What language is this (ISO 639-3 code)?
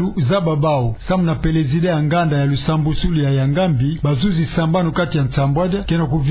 ktu